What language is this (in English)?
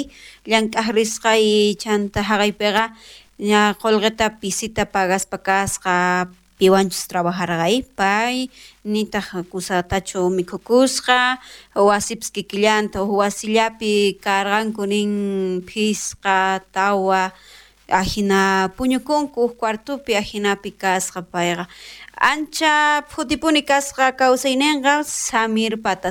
South Bolivian Quechua